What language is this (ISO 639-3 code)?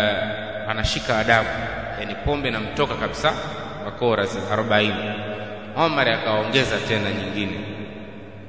swa